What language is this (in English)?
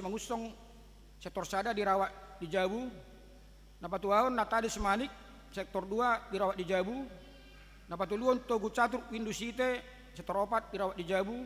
Batak Toba